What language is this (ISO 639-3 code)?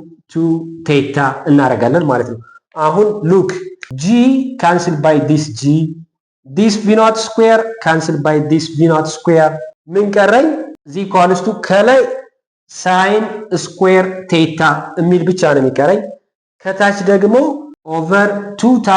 amh